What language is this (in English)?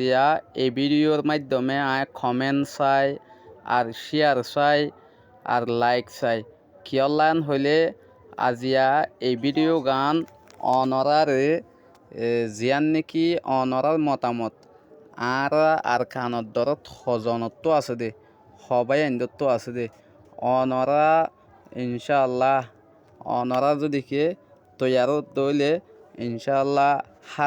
Rohingya